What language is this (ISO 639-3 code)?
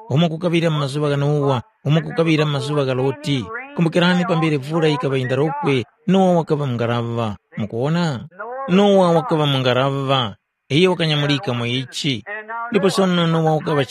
tum